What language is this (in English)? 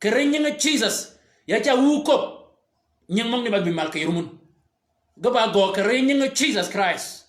Shilluk